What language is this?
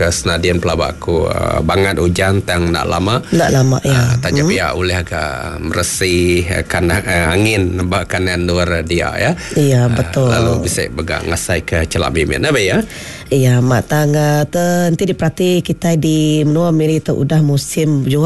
Iban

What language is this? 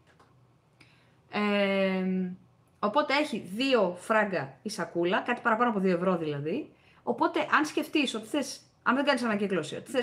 Greek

